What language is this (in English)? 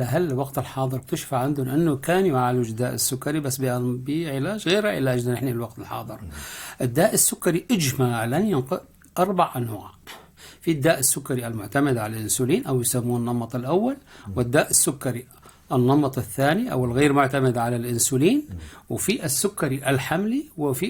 North Levantine Arabic